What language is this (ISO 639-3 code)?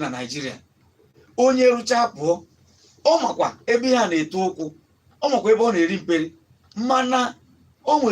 ibo